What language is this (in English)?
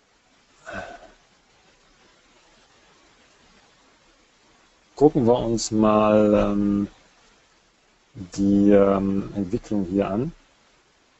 German